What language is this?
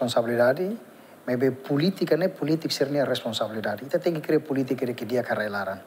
Tetum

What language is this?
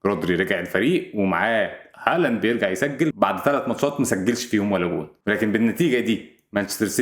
Egyptian Arabic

